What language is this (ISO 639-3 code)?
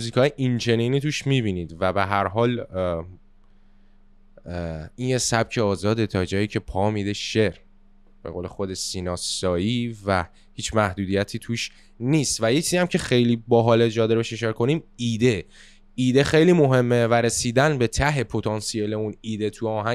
fas